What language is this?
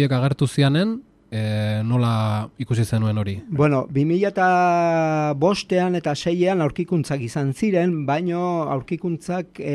Basque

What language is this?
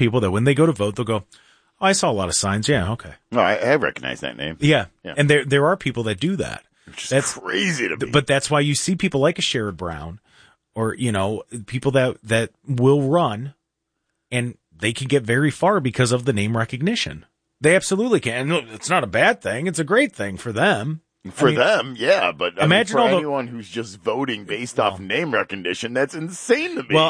English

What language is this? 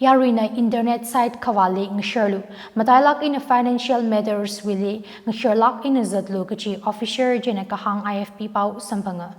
Tangkhul Naga (India)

